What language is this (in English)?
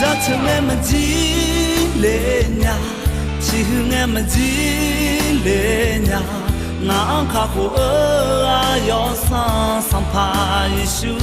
Akha